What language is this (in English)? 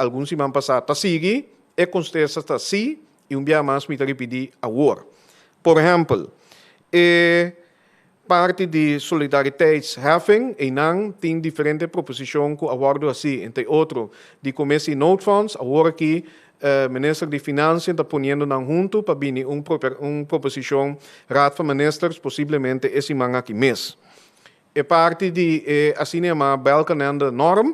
Papiamento